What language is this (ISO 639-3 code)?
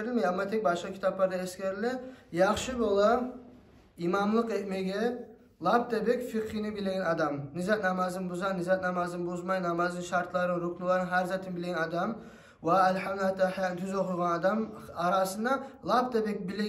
kum